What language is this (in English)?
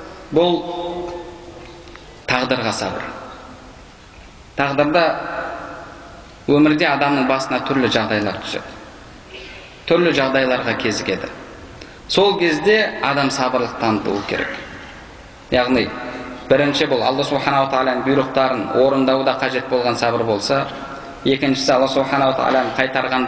Kazakh